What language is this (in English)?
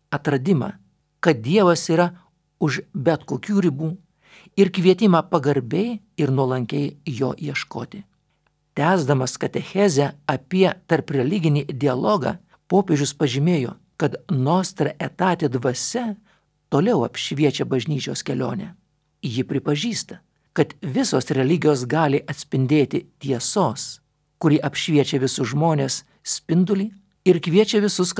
Lithuanian